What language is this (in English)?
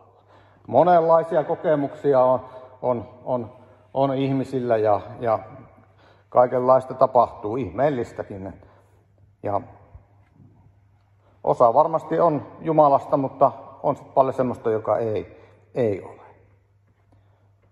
Finnish